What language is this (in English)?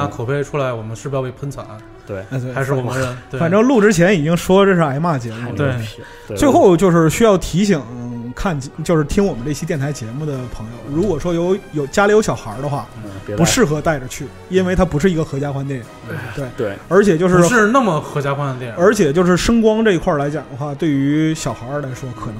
Chinese